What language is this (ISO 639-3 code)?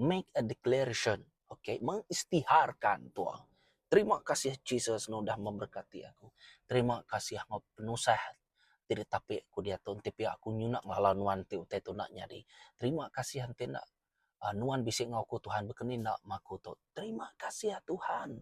iba